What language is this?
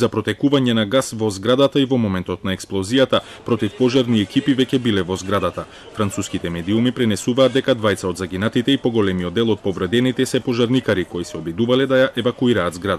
Macedonian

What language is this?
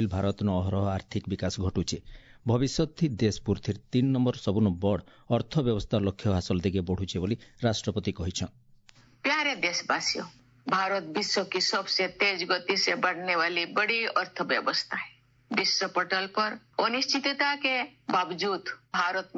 Odia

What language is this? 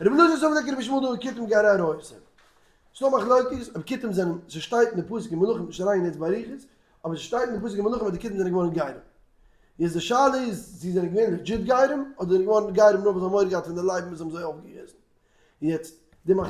Yiddish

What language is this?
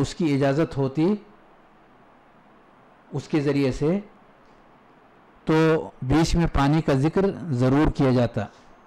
Urdu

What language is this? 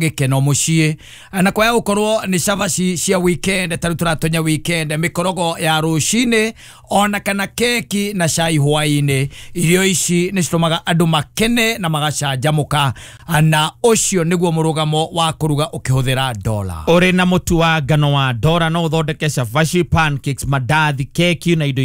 Kikuyu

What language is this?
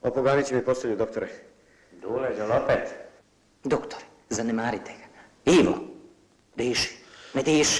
Croatian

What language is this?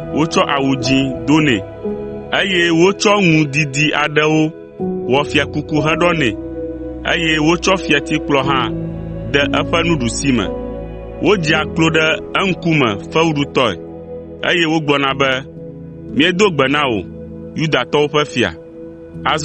Ewe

